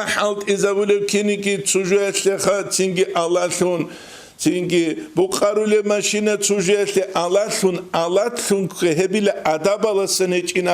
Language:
Avaric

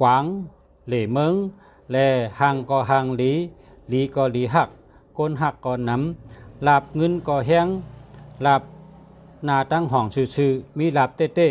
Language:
Shan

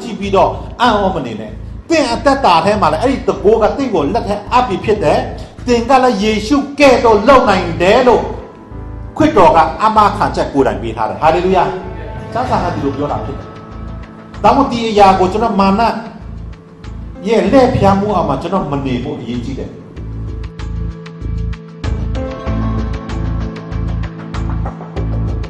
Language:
Burmese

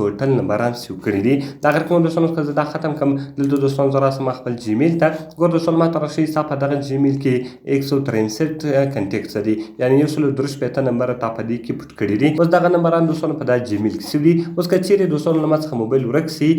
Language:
Pashto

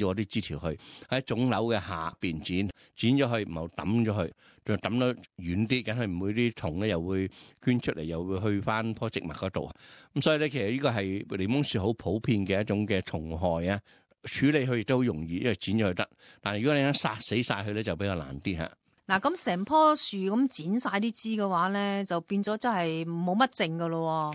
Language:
Cantonese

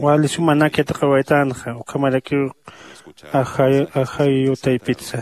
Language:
Aymara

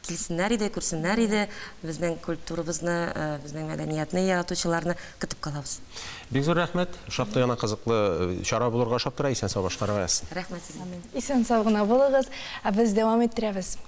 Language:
Tatar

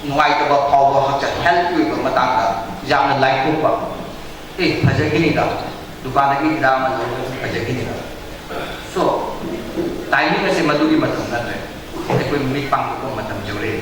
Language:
Manipuri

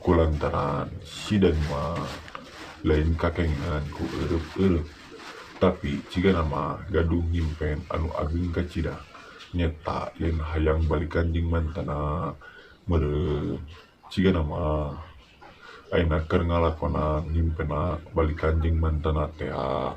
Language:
Sundanese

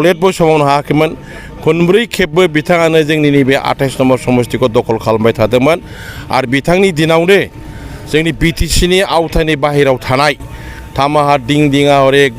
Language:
Bodo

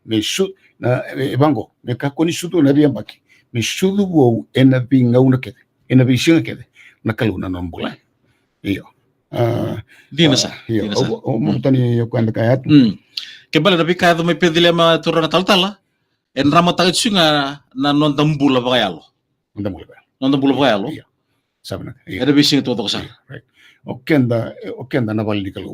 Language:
Fijian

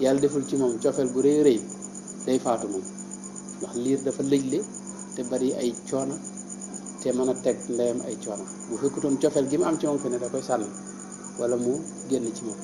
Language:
Wolof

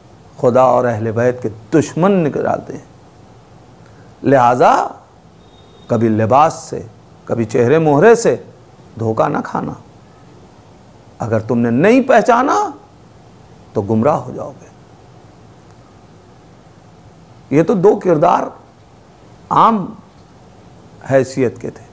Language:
Urdu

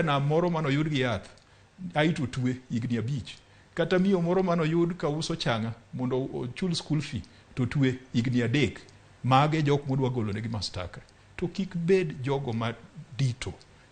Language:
Luo (Kenya and Tanzania)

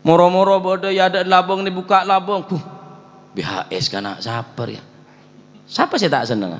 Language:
Madurese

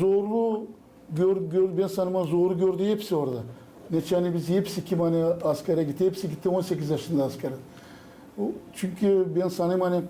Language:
Gagauz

